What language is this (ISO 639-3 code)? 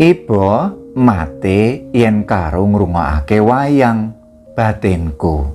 jav